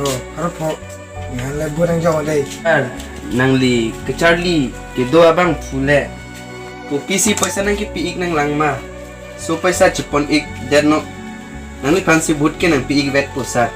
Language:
Karbi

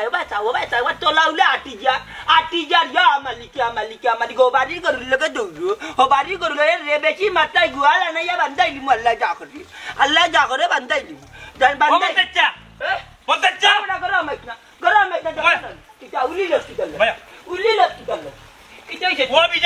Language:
Sylheti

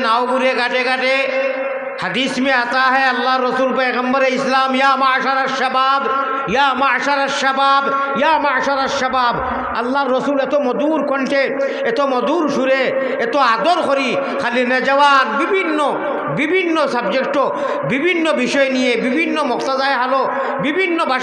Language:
Sylheti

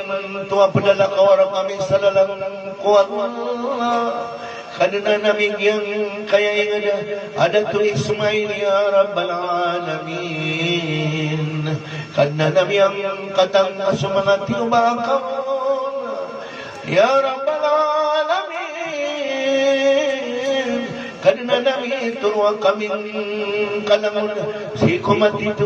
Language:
Maranao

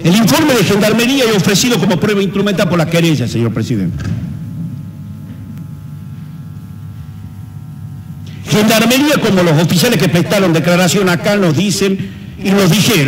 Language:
Spanish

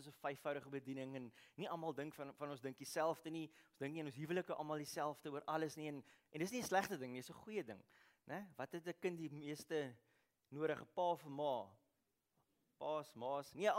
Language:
Afrikaans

